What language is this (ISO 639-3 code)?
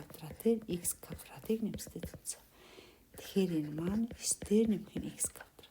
mon